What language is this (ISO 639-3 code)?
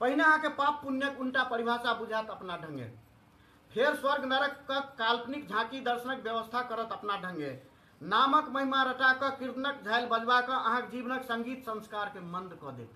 mai